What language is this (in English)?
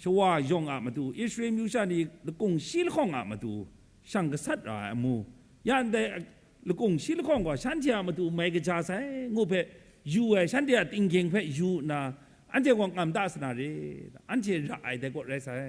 Kachin